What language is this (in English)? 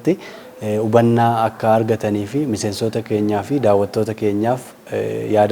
Oromo